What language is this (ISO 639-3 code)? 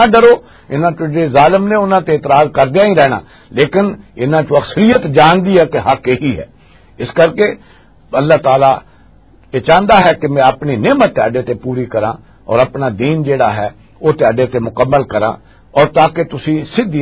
lah